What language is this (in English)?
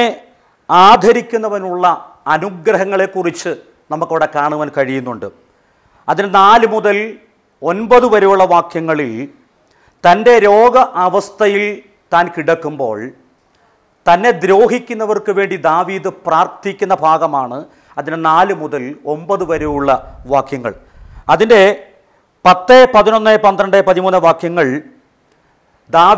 Malayalam